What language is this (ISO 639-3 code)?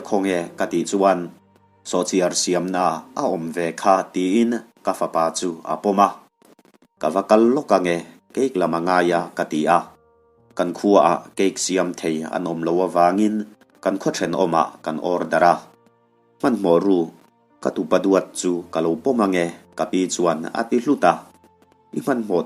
lus